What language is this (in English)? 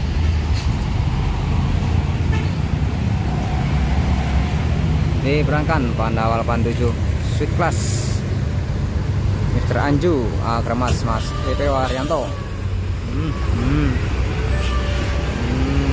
Indonesian